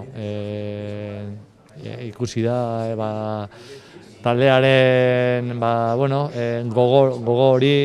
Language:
Basque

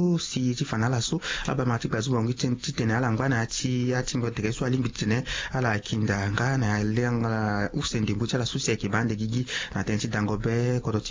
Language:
Sango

